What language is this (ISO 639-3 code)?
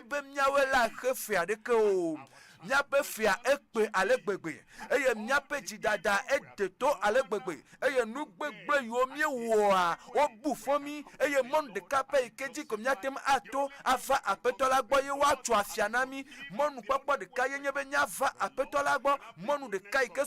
ewe